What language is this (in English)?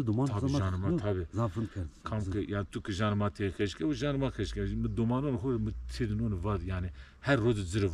Zaza